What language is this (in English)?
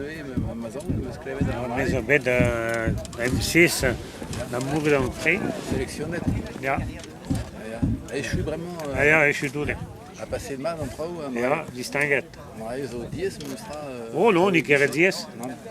Breton